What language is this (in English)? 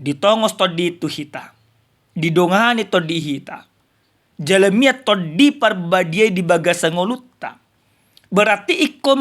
Batak Toba